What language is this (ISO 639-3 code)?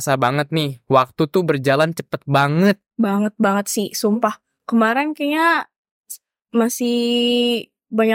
ind